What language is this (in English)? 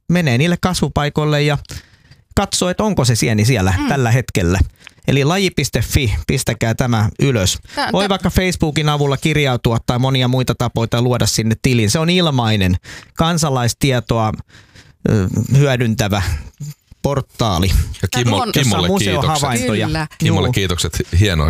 Finnish